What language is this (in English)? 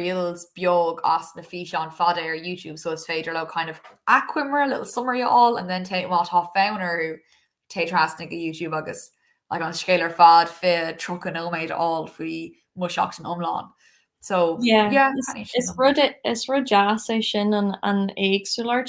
Irish